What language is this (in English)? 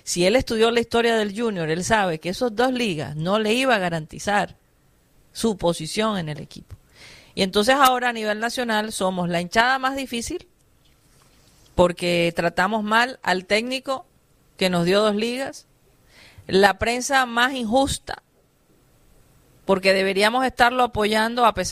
Spanish